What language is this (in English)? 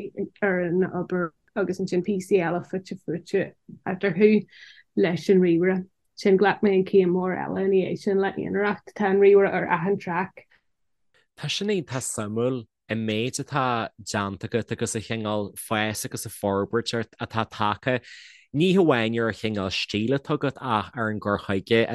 Irish